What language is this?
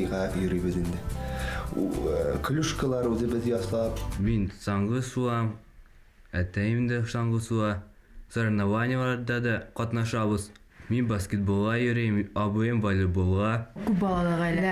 Bashkir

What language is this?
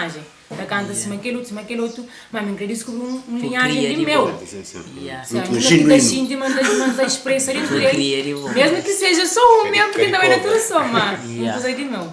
Kabuverdianu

